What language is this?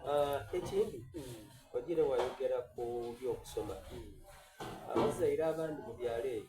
Soga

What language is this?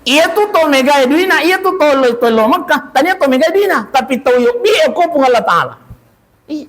Buginese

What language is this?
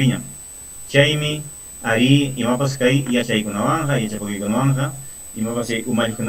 Ayacucho Quechua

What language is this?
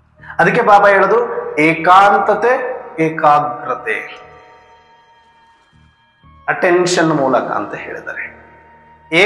Kannada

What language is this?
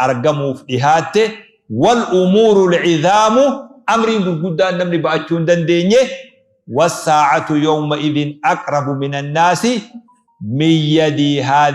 Oromo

